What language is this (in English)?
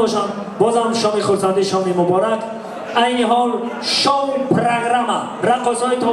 Tajik